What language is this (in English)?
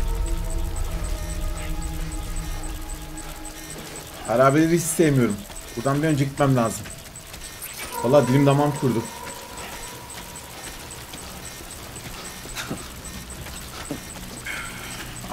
Turkish